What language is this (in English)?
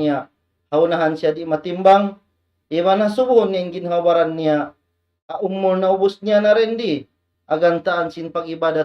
Tausug